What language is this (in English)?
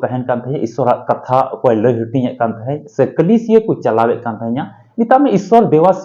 Santali